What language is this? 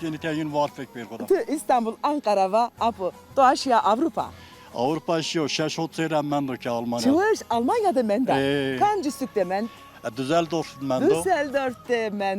Zaza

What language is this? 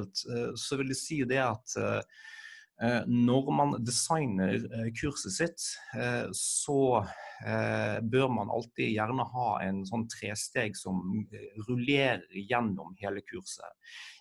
Norwegian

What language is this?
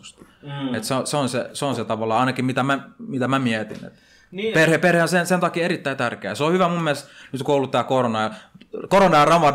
Finnish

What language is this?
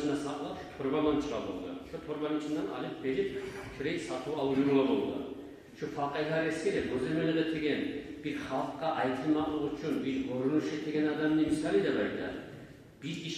Kumyk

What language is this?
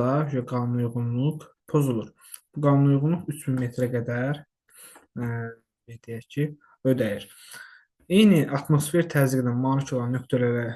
Azerbaijani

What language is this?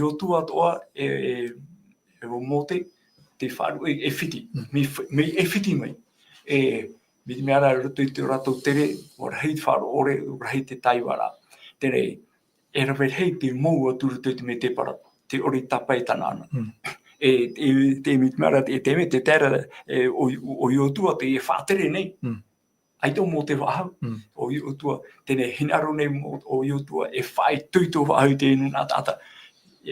Tahitian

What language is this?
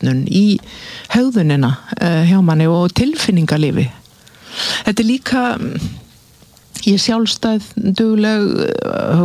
Icelandic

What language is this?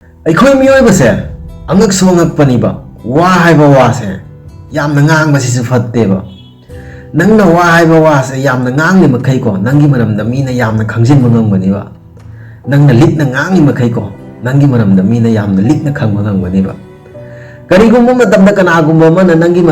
Manipuri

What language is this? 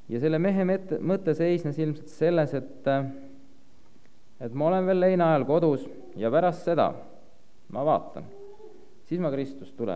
Estonian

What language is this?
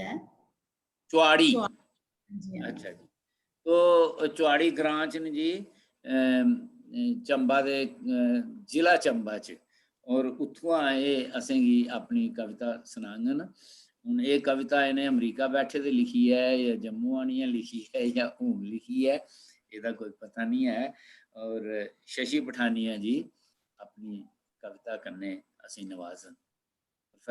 Dogri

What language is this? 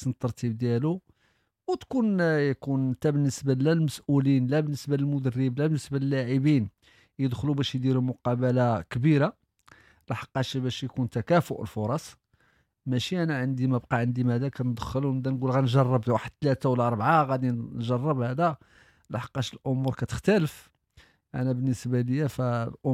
Moroccan Arabic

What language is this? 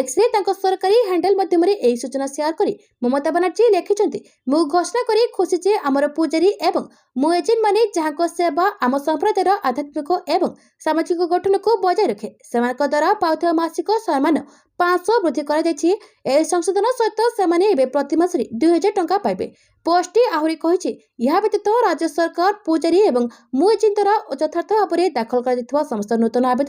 Odia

